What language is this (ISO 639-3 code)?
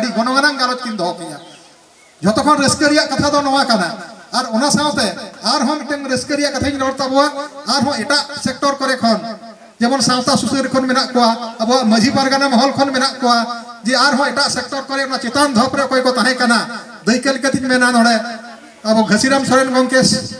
sat